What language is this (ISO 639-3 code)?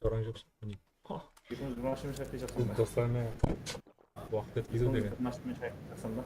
kaa